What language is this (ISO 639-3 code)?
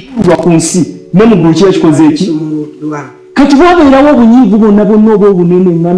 lug